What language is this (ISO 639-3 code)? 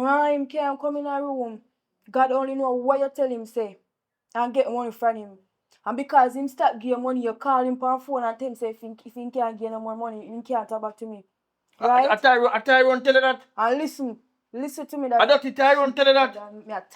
jam